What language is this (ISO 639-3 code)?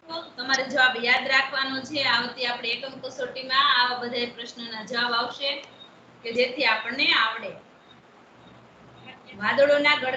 guj